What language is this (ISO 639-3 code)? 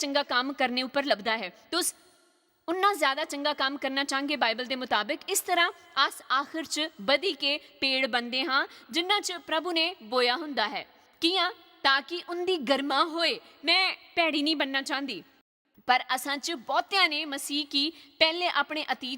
doi